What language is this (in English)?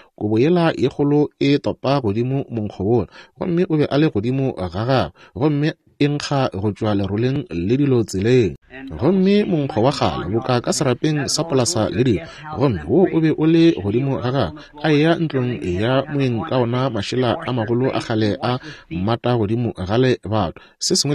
Northern Sotho